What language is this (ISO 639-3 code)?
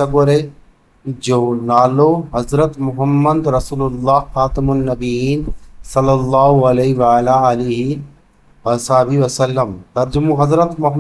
snd